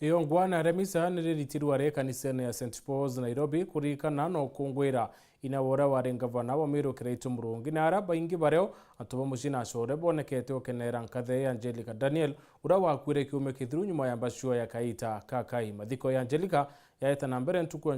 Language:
Meru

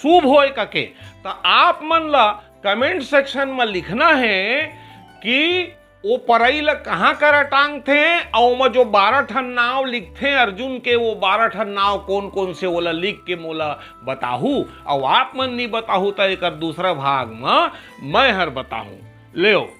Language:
Chhattisgarhi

